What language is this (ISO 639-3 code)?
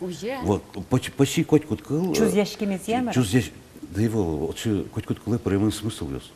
udm